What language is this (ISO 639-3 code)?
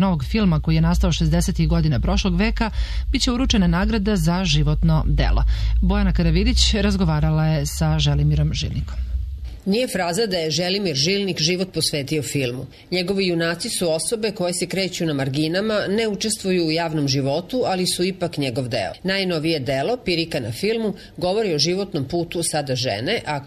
srp